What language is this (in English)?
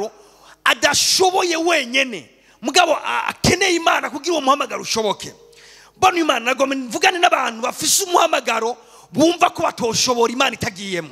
Rundi